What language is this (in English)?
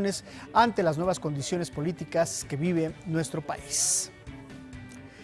Spanish